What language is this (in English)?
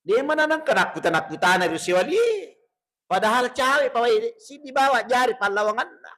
Buginese